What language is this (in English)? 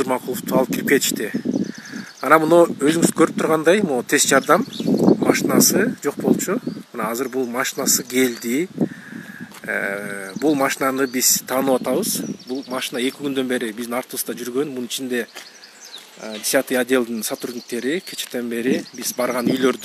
Kyrgyz